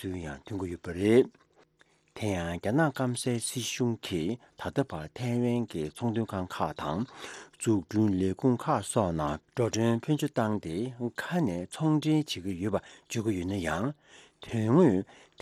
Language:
Tibetan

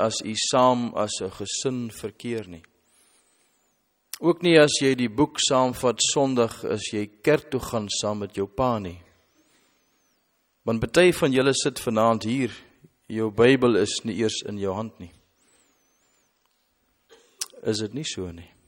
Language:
Afrikaans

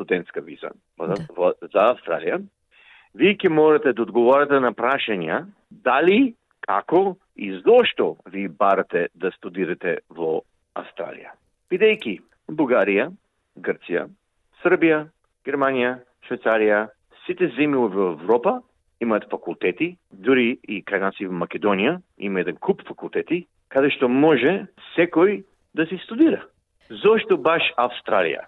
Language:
Macedonian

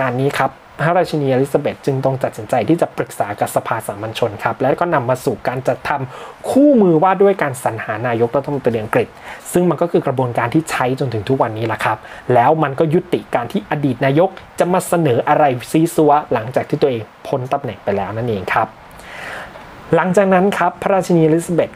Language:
Thai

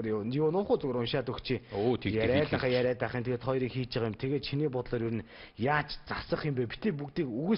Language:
Mongolian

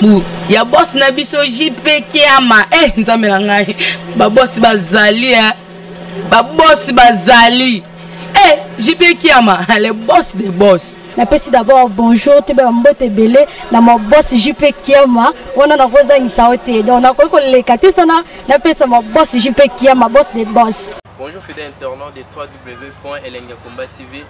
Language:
Lingala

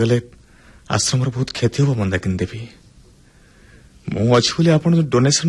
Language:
Odia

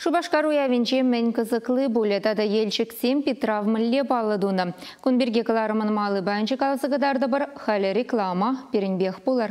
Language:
Chuvash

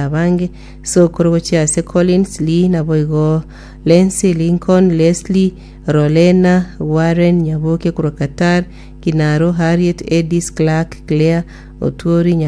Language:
Gusii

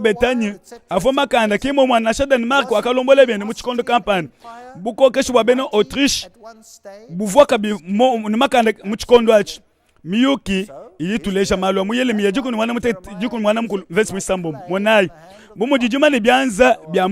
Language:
Luba-Lulua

